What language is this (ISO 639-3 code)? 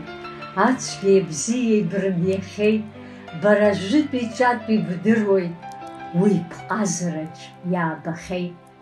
abk